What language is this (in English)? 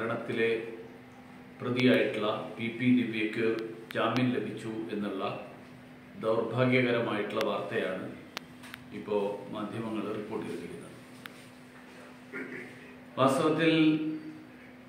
Malayalam